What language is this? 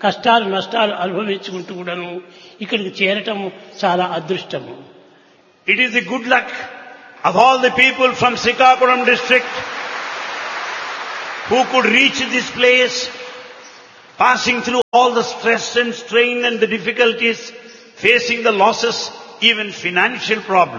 Telugu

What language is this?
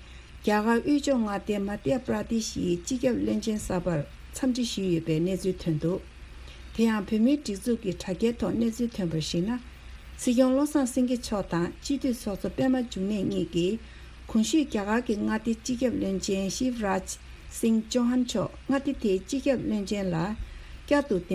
Tibetan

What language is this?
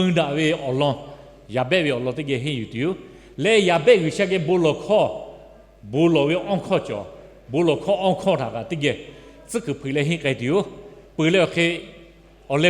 Lahu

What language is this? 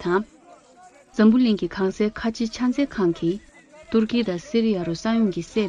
Tibetan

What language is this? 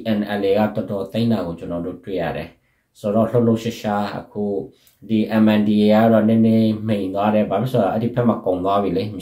Burmese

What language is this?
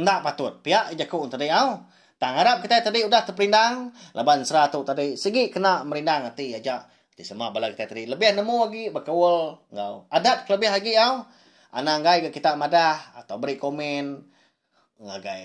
Iban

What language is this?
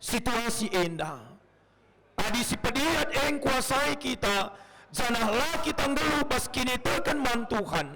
Batak Karo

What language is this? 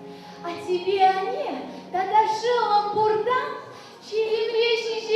Chuvash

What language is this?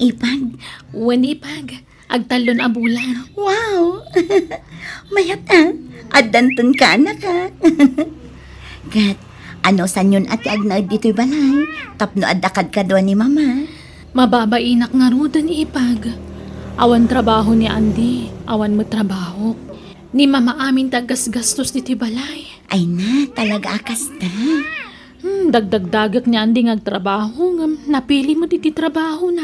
Iloko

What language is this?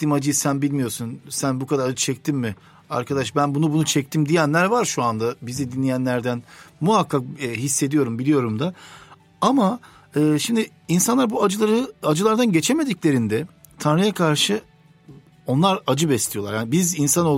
Turkish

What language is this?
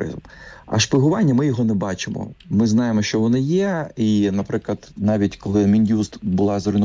Ukrainian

